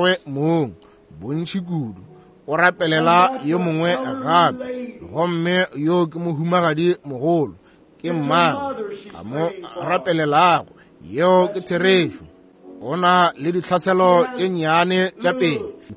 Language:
Northern Sotho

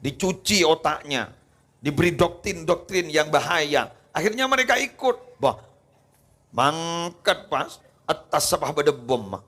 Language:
Madurese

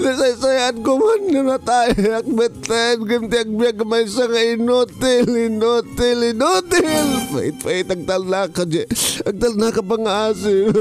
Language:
Iloko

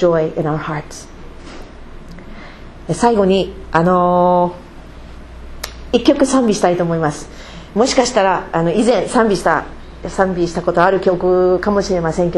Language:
Japanese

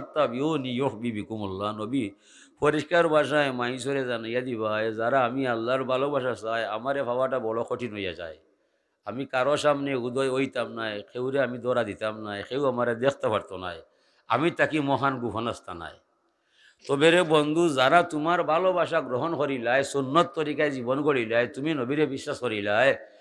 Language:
Sylheti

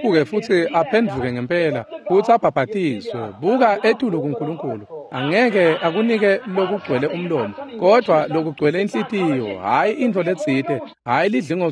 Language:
Swati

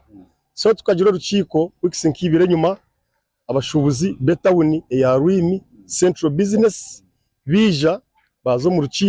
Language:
Nyankole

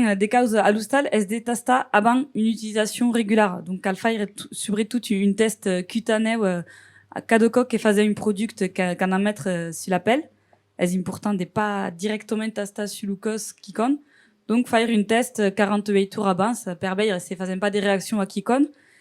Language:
Occitan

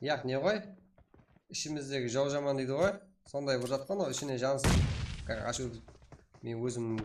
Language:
Kara-Kalpak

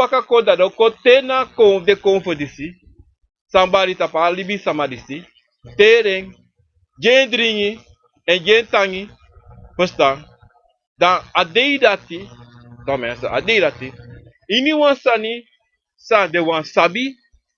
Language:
Sranan Tongo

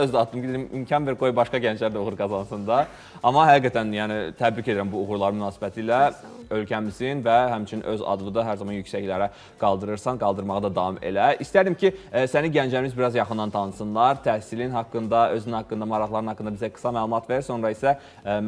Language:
Azerbaijani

